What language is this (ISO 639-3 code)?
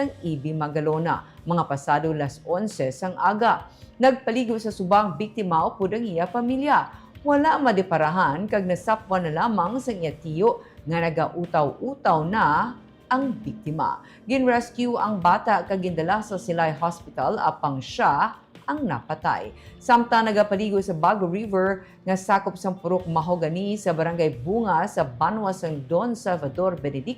hil